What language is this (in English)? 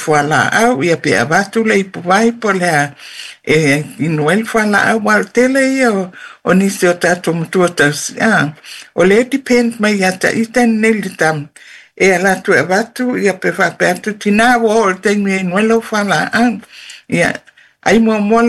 Samoan